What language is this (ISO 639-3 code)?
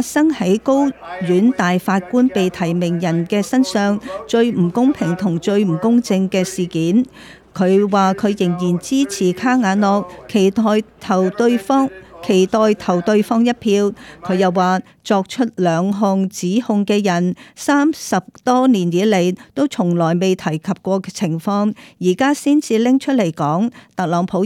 yue